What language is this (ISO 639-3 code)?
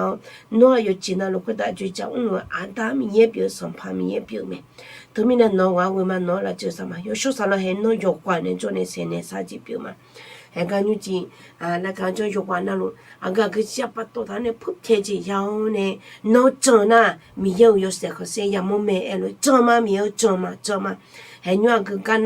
ahk